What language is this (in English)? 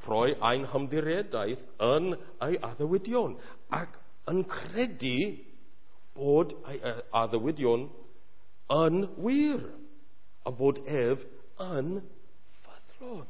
Welsh